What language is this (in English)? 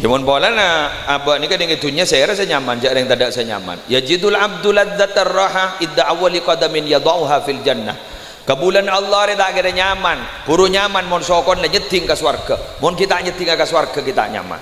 Madurese